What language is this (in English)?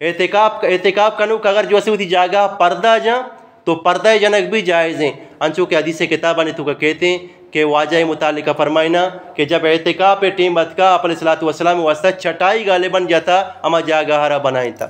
Eastern Balochi